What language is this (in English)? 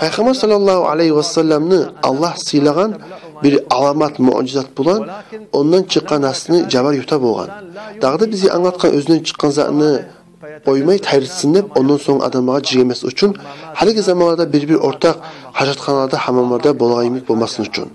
Kumyk